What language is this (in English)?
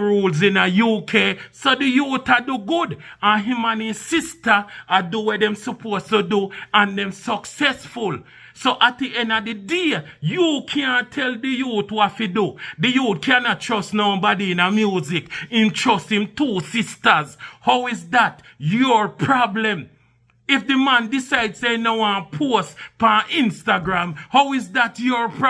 Jamaican Creole English